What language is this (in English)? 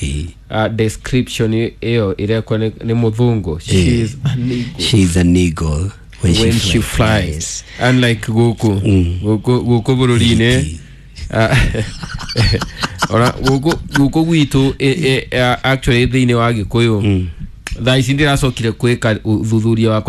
Kikuyu